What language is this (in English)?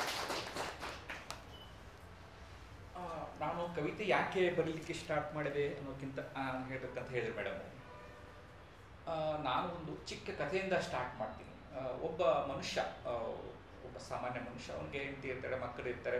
Kannada